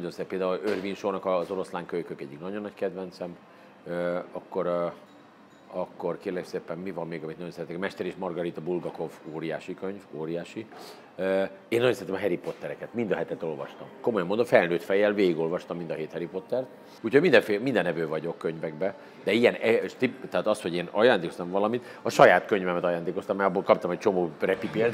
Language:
Hungarian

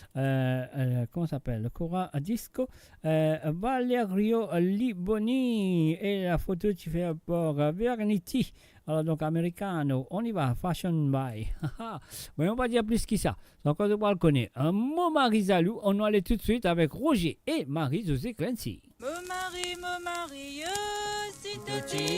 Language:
Morisyen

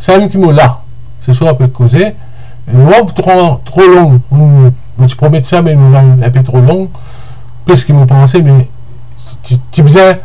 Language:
Morisyen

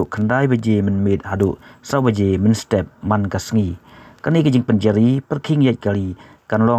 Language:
Khasi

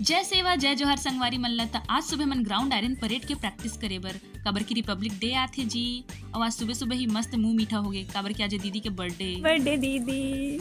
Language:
Chhattisgarhi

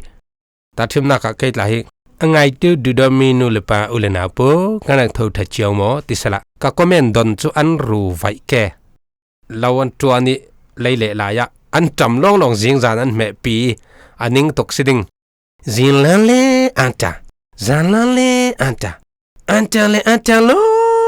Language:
Falam Chin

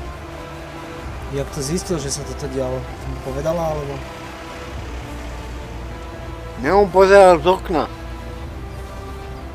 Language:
Slovak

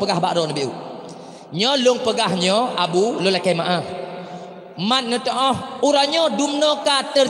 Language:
Achinese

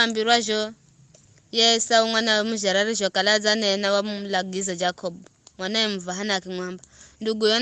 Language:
Giryama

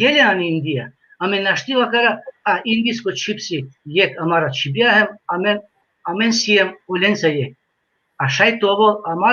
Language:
Balkan Romani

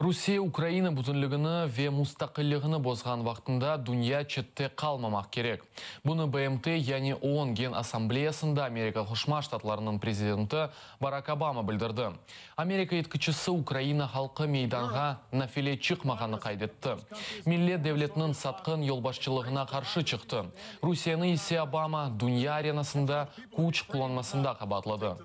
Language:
Crimean Tatar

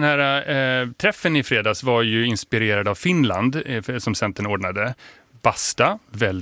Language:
Swedish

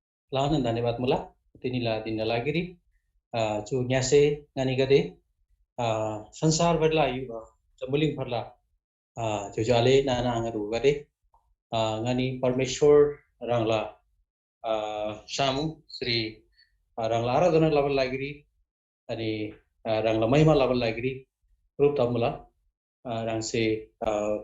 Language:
Eastern Tamang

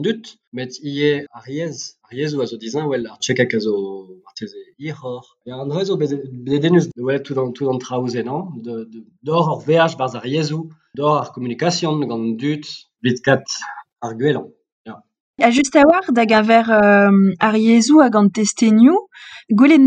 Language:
Breton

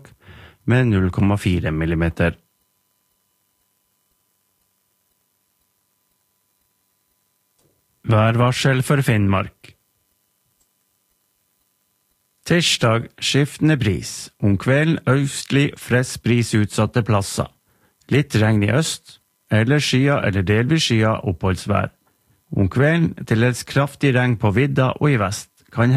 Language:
Norwegian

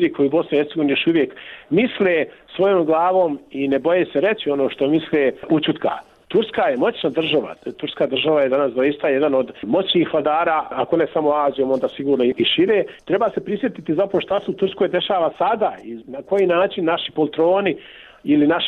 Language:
Bosnian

